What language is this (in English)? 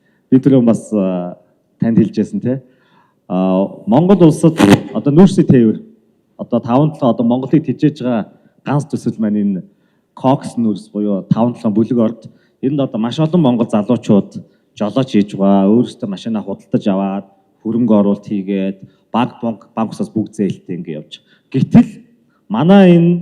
Mongolian